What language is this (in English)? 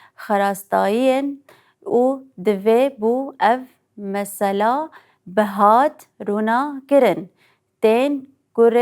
Kurdish